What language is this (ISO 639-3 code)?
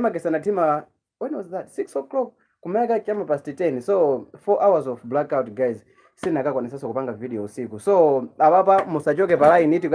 nya